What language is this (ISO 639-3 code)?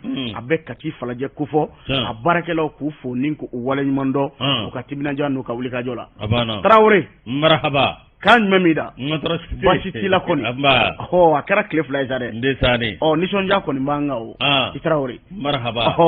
bam